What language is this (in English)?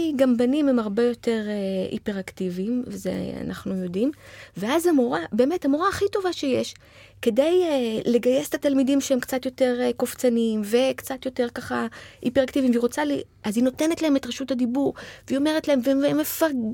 Hebrew